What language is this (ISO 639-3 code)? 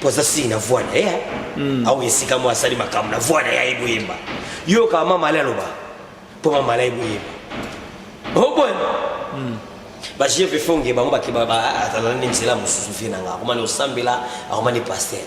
lin